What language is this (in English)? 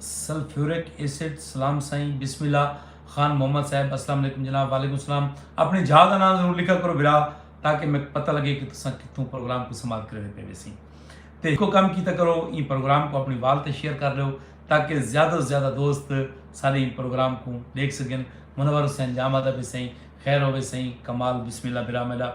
Saraiki